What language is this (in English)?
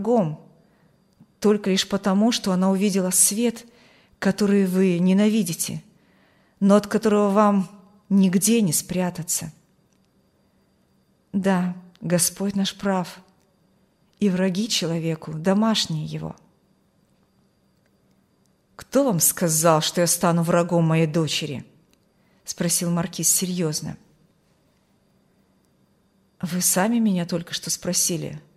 Russian